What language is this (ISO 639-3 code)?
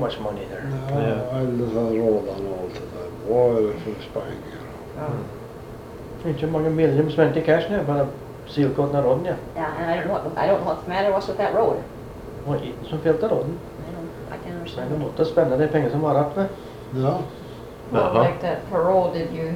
nor